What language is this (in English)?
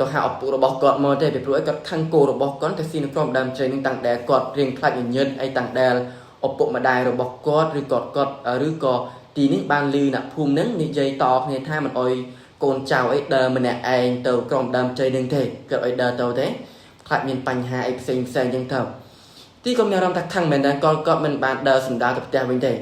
Khmer